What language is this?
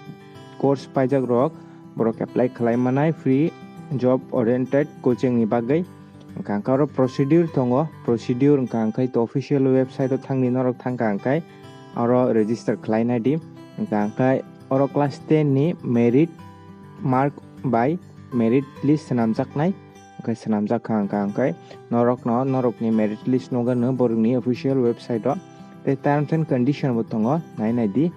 Kok Borok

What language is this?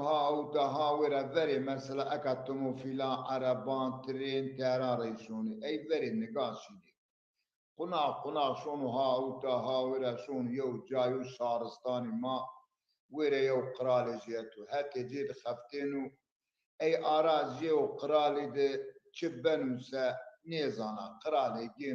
Zaza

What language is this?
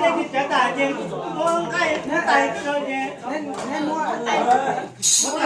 Hmong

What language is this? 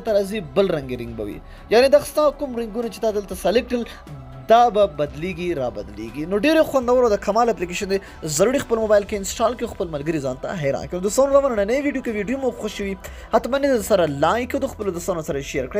Pashto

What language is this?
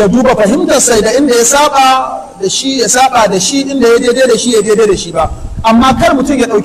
Hausa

